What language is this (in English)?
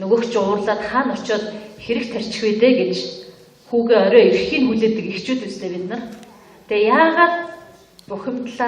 Mongolian